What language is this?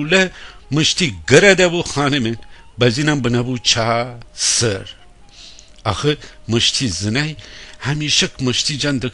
Gilaki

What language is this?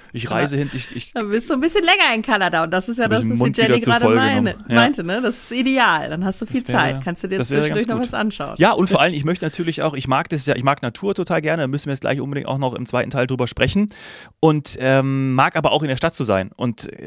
German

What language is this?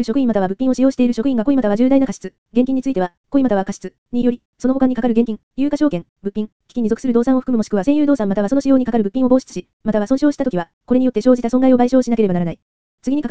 Japanese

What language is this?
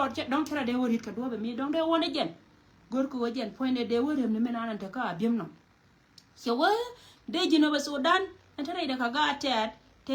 Nuer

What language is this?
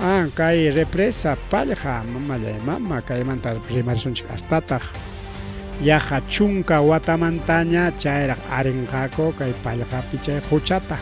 Ayacucho Quechua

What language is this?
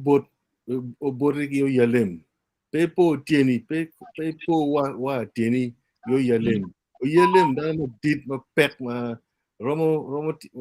Acoli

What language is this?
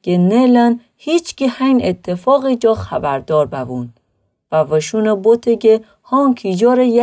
Gilaki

